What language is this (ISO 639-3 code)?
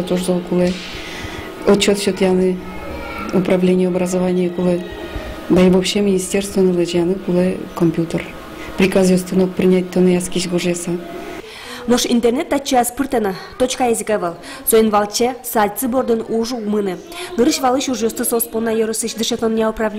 udm